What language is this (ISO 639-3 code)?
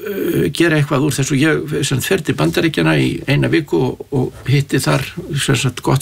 isl